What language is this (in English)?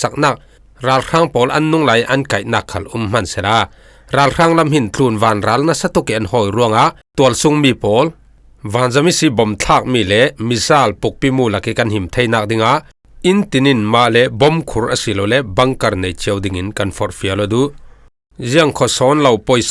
Falam Chin